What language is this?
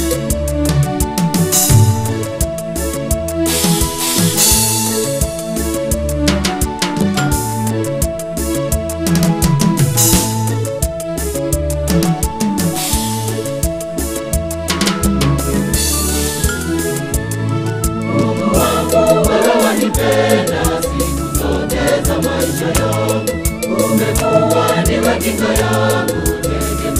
Swahili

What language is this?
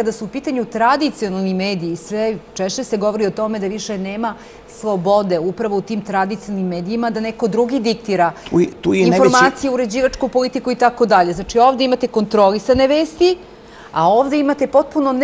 Serbian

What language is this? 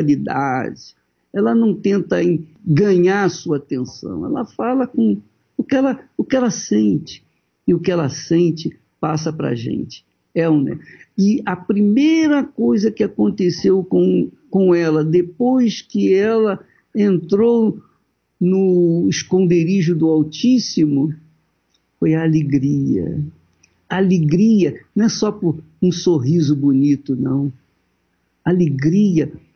Portuguese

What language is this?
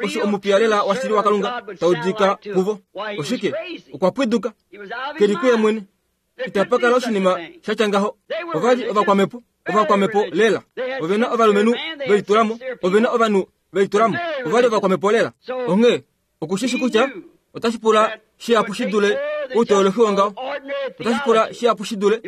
Kuanyama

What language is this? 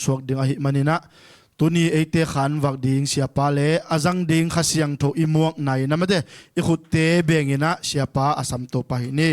Tedim Chin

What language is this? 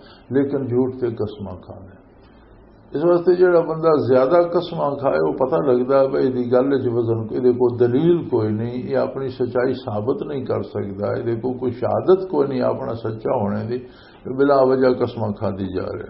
Western Panjabi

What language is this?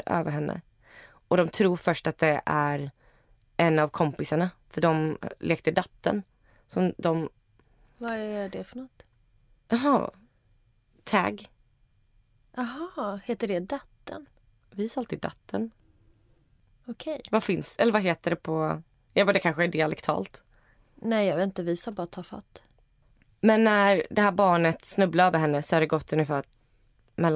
Swedish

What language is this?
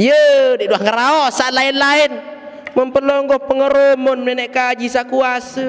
Sasak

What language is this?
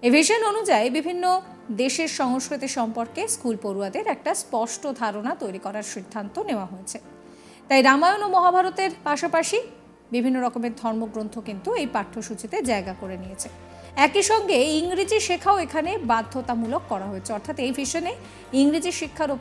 Bangla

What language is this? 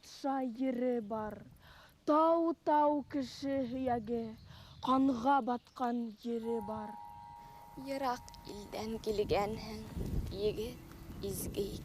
Bashkir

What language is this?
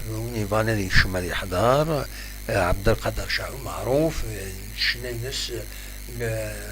Kabyle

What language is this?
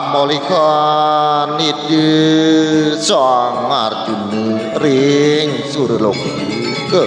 Balinese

